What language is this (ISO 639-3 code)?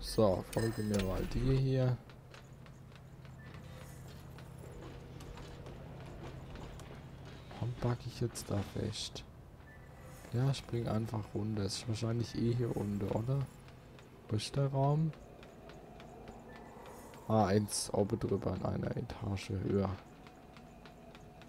deu